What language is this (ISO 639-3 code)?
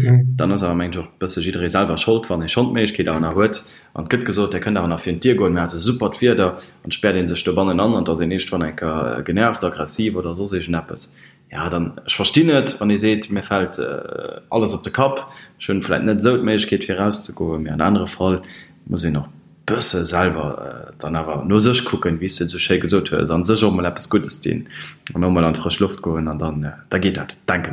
ltz